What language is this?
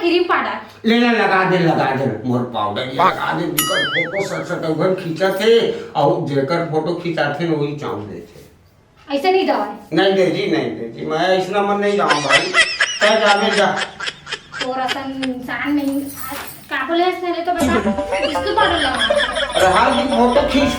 Chhattisgarhi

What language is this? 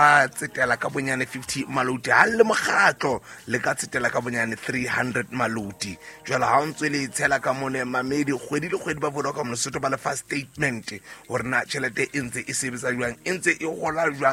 Southern Sotho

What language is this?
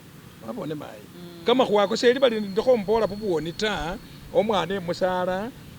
Masaaba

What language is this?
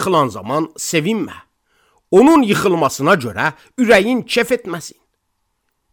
Azerbaijani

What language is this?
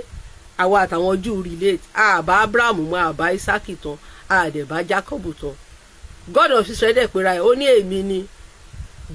Yoruba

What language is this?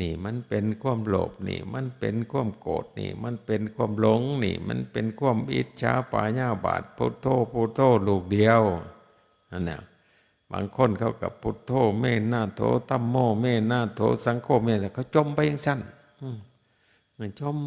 Northeastern Thai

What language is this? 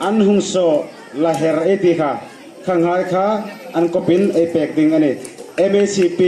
Hmar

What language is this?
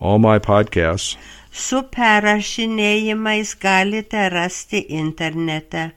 Lithuanian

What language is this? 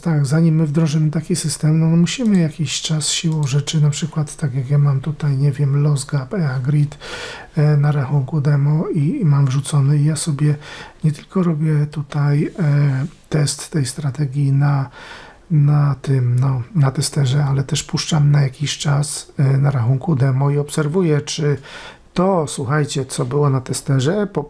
Polish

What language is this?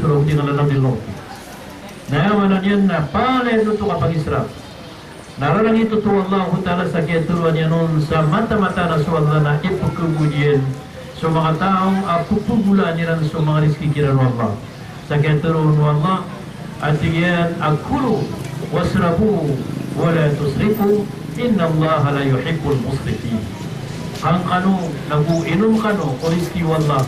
Maranao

